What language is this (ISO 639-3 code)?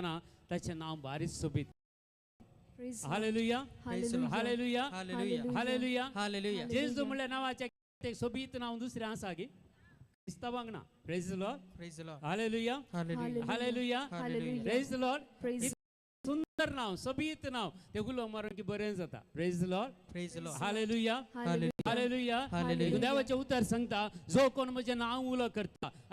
kok